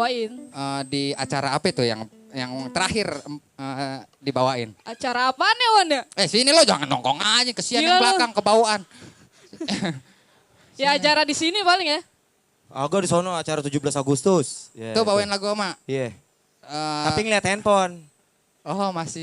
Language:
Betawi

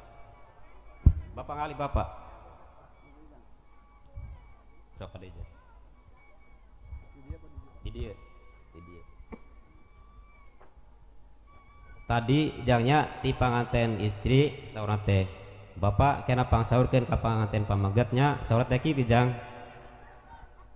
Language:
Sundanese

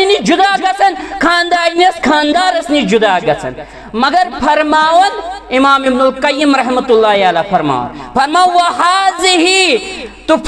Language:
Kashmiri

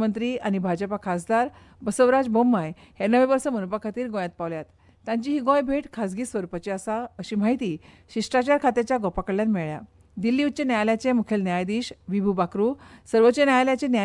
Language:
Konkani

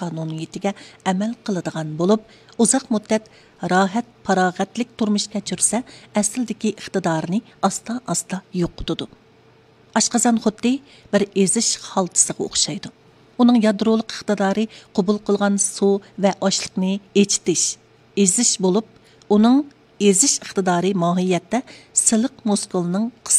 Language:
Uyghur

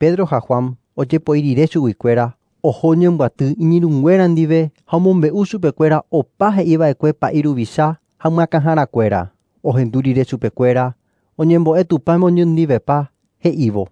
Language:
Guarani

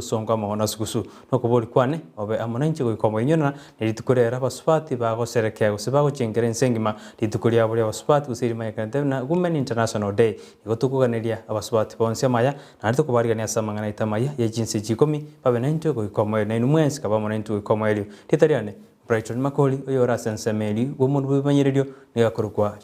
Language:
Gusii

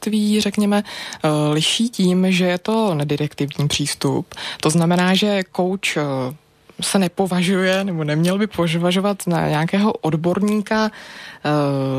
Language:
Czech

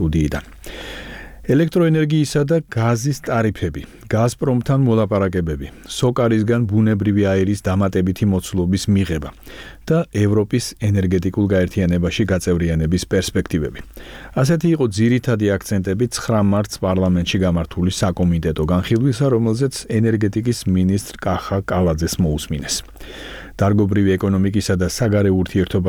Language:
Georgian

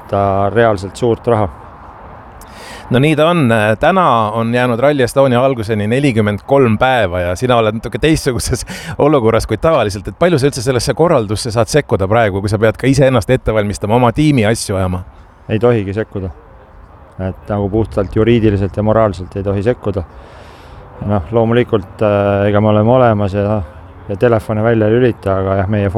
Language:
Estonian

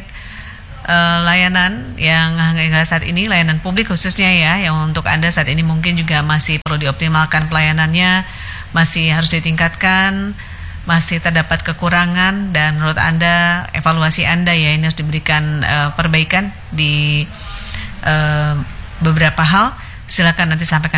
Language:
Indonesian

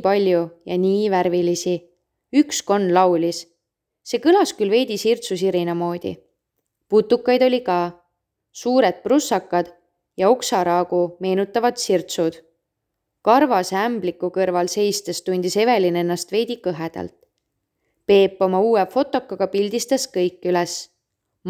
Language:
Estonian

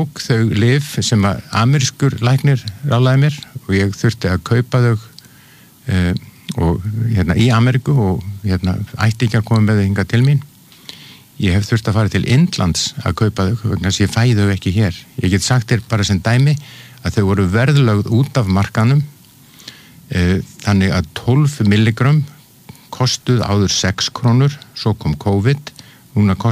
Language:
Icelandic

